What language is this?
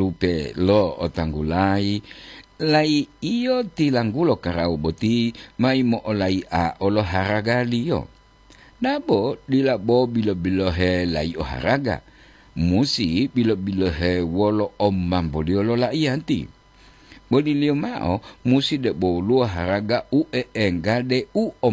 Gorontalo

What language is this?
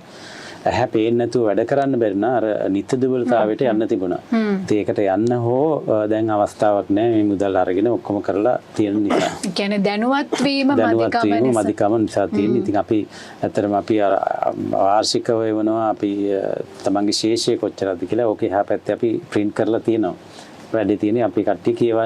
Sinhala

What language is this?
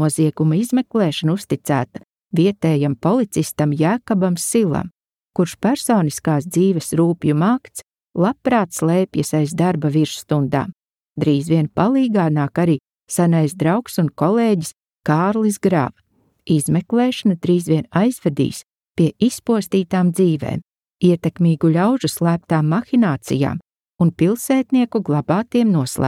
Latvian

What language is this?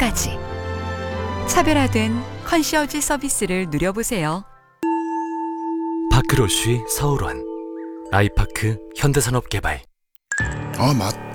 Korean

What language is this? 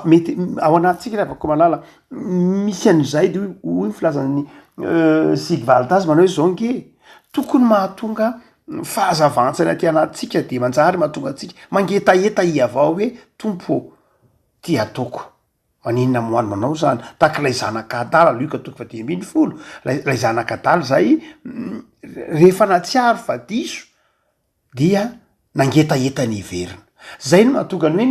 Malagasy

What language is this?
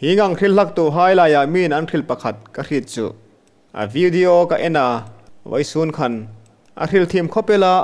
Hmar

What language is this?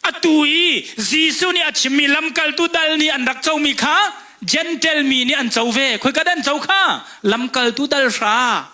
Hakha Chin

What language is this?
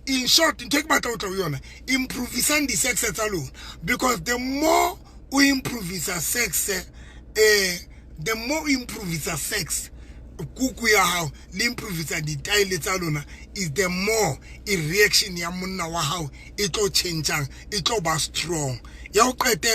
Southern Sotho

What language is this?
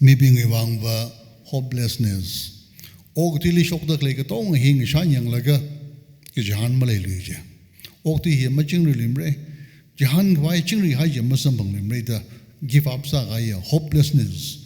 Tangkhul Naga (India)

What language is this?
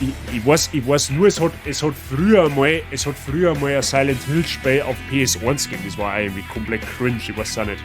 Bavarian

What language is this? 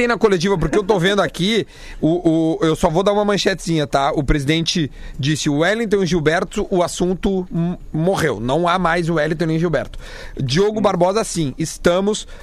Portuguese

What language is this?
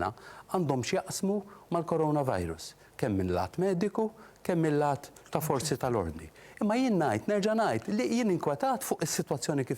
Maltese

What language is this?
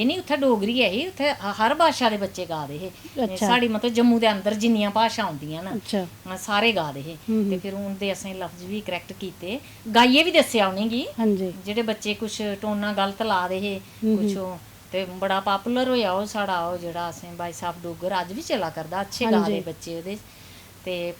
Dogri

